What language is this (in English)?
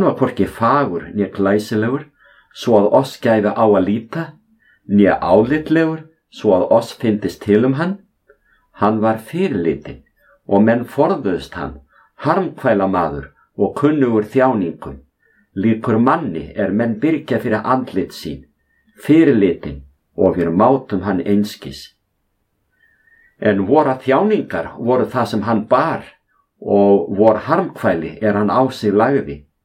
Icelandic